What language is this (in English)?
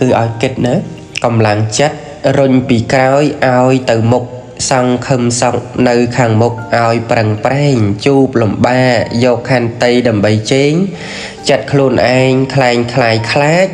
Khmer